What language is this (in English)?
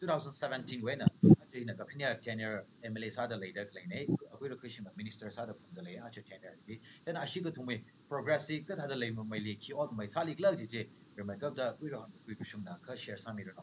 Tangkhul Naga (India)